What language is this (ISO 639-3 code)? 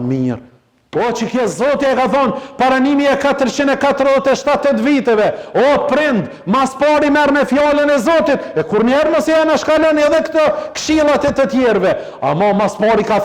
sqi